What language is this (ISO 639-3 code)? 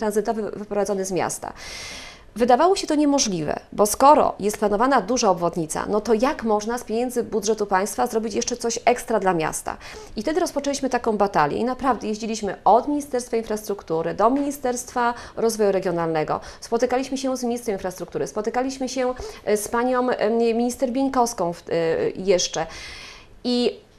pol